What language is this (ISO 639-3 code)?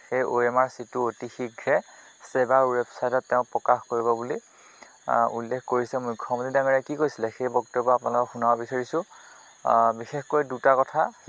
asm